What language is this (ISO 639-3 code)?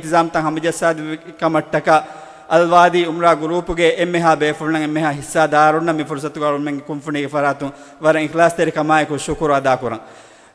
div